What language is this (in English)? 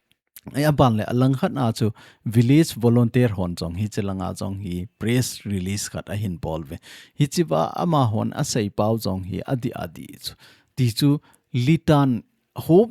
Thado Chin